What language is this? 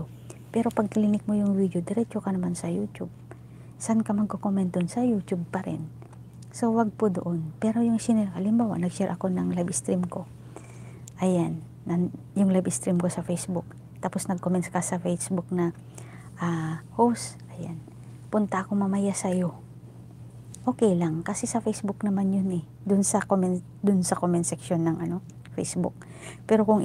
Filipino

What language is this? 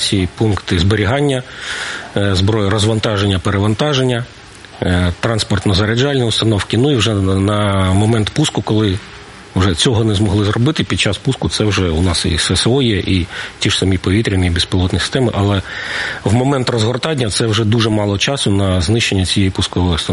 Ukrainian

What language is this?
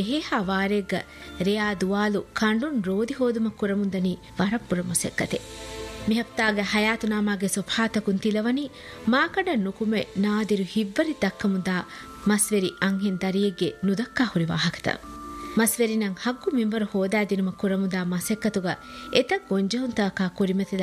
Divehi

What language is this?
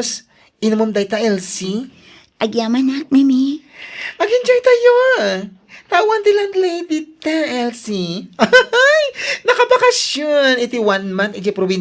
Iloko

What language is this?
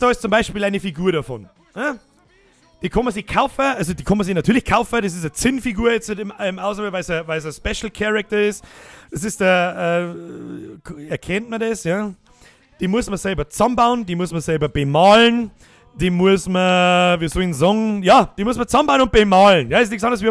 Bavarian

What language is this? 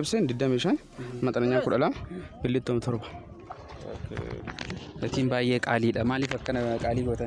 Oromo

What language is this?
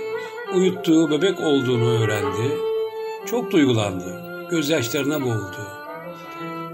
Turkish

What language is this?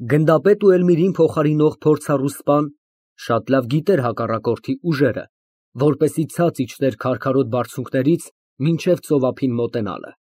Armenian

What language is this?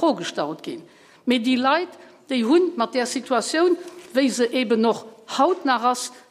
Luxembourgish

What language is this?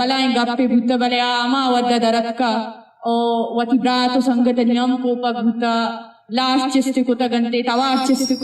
Eastern Balochi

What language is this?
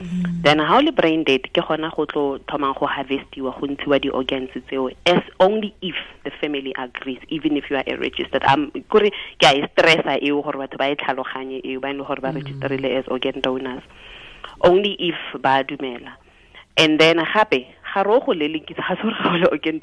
Tswana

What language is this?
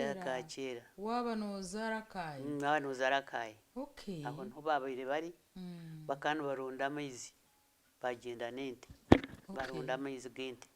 Nyankole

